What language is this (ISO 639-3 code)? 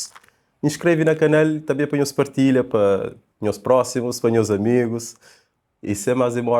kea